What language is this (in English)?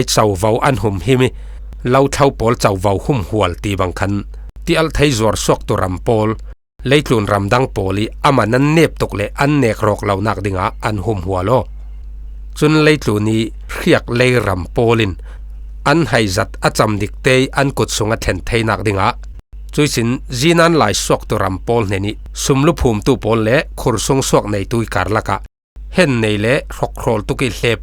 Falam Chin